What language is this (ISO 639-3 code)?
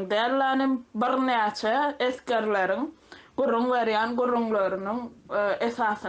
tuk